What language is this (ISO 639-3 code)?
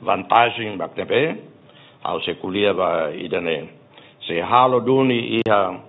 tet